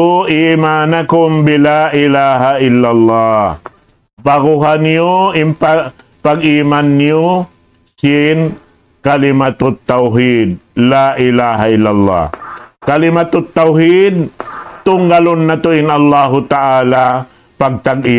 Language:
Tausug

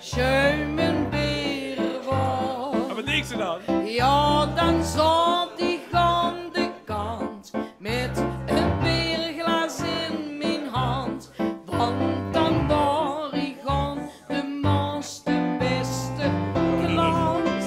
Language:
Limburgish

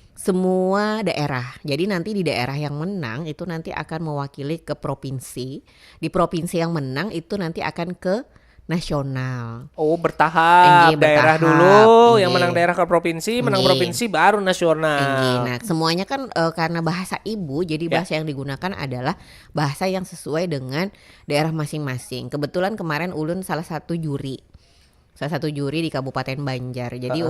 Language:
Banjar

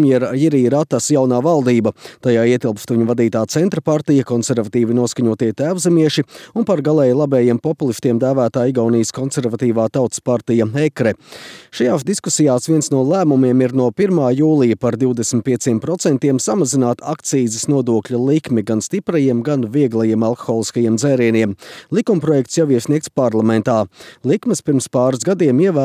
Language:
Latvian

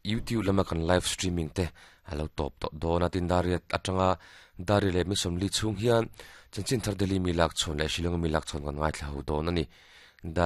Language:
Mizo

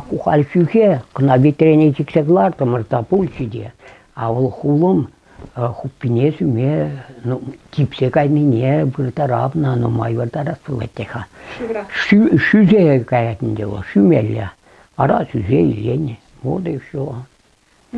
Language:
Chuvash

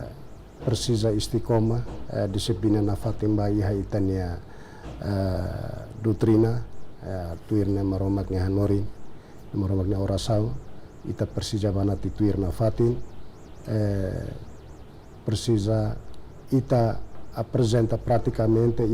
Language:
Tetum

